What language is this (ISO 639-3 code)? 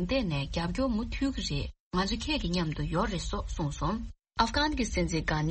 bod